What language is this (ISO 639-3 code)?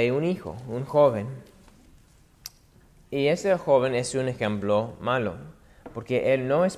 spa